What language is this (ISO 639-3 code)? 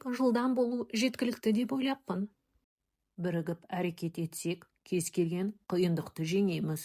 kaz